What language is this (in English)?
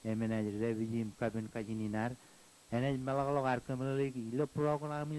Marshallese